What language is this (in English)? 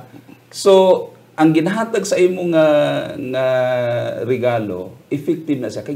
Hiligaynon